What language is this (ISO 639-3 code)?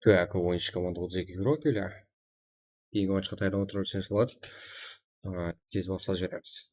kaa